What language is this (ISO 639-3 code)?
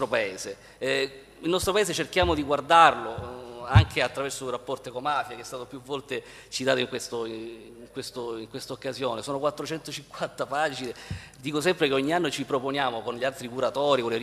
ita